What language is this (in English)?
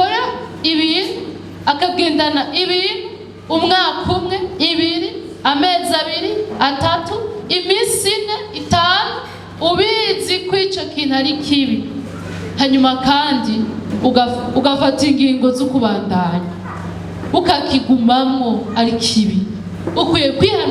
Rundi